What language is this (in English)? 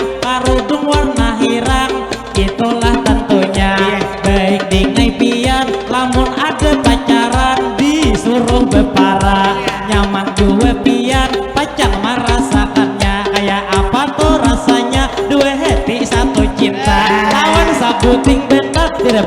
Banjar